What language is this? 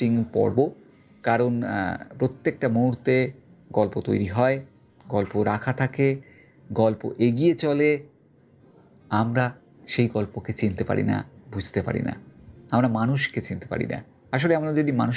Bangla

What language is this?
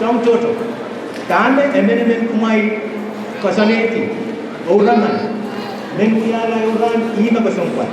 Pohnpeian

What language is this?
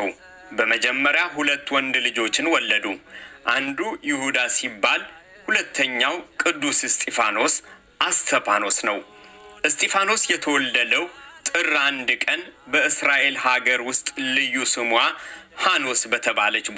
Amharic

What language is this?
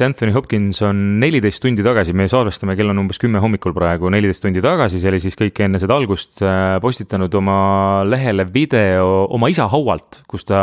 Estonian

